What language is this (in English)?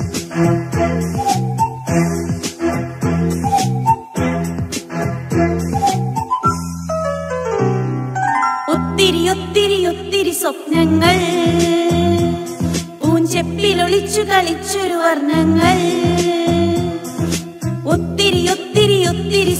Malayalam